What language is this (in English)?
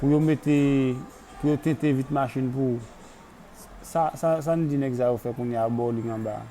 Haitian Creole